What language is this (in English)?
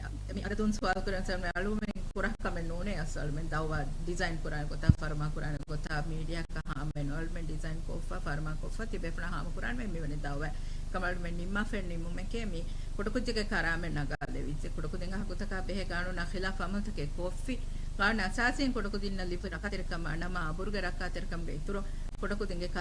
Divehi